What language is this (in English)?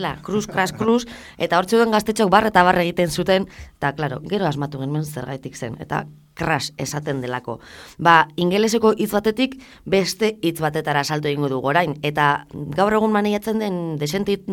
Basque